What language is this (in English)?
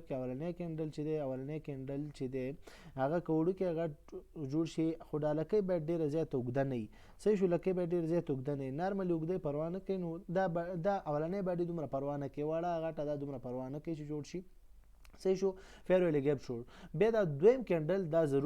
Pashto